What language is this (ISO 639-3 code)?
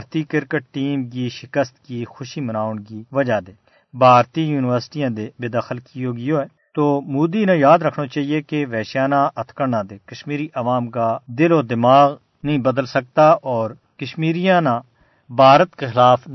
gju